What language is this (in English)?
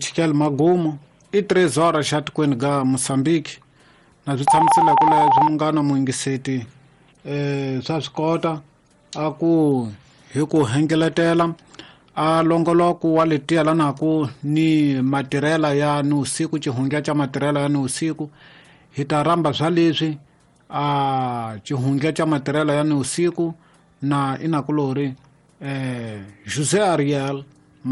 Tsonga